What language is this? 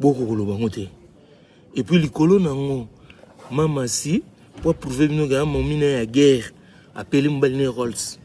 Lingala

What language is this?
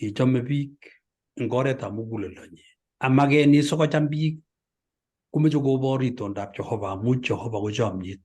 Kalenjin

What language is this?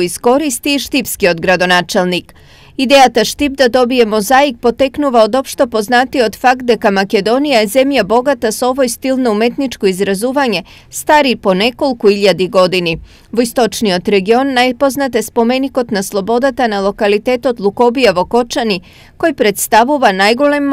Macedonian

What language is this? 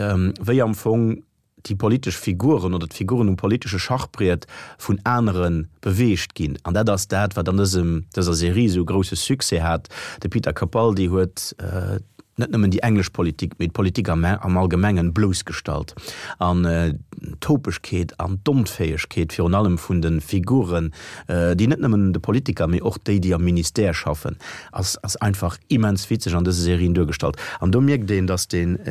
Luxembourgish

